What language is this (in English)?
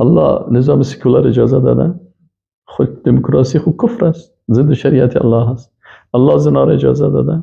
Persian